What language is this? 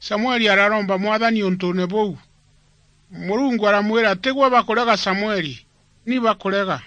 Meru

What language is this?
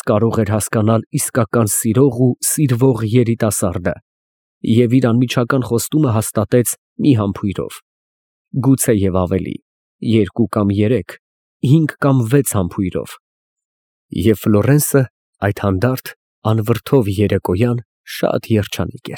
Armenian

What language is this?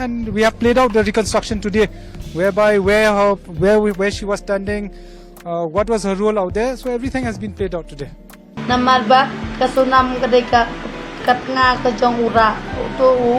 Khasi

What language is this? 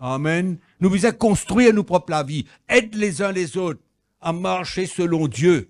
Morisyen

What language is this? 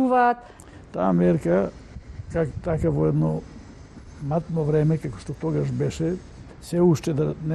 Macedonian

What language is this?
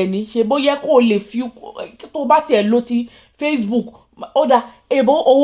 Yoruba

